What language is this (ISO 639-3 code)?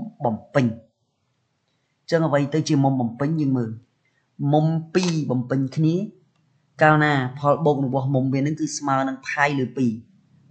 khm